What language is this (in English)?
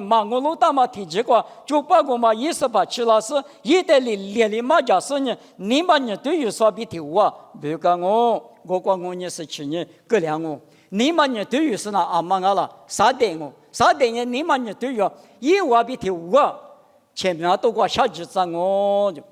Lisu